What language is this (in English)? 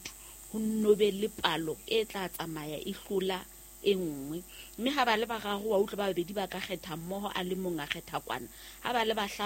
Southern Sotho